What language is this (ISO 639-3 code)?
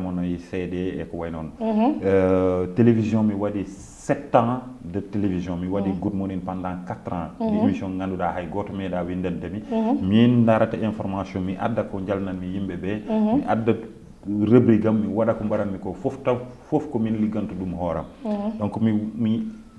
ful